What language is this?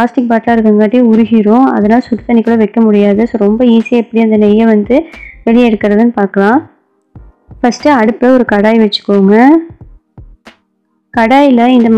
Tamil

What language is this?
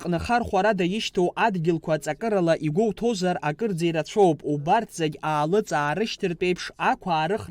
Abkhazian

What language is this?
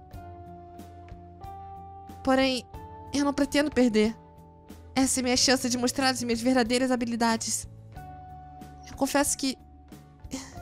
Portuguese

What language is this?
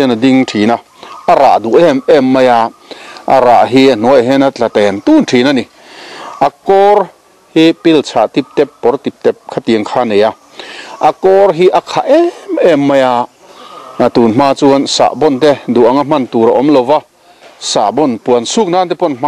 Mizo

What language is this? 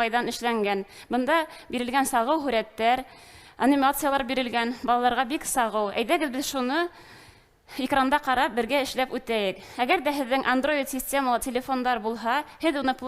Bashkir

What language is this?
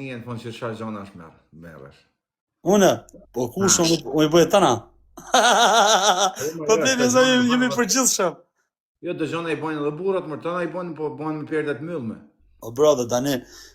Albanian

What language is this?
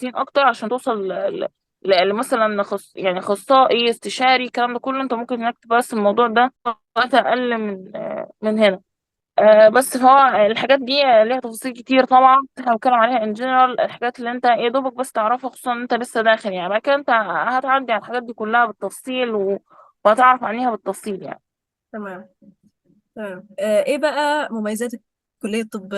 Egyptian Arabic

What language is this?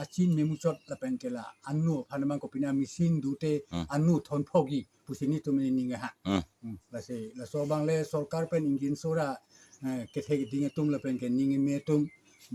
Karbi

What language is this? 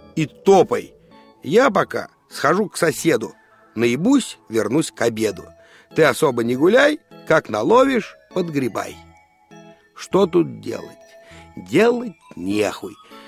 Russian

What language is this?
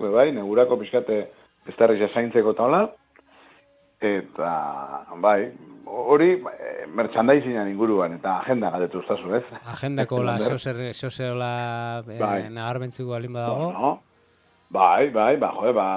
Basque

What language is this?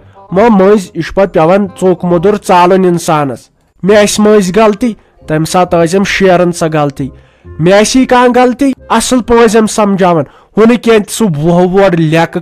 Kashmiri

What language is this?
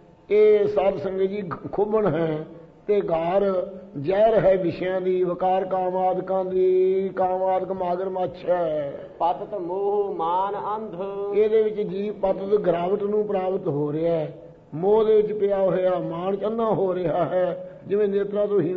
Punjabi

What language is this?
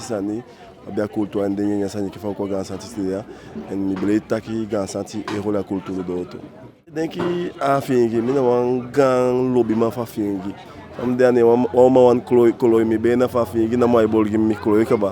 Eastern Maroon Creole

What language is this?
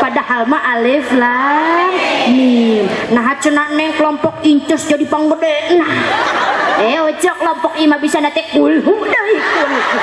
Sundanese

